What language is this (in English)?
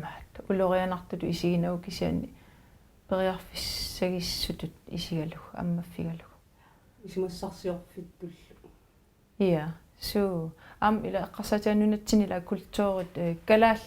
Kalaallisut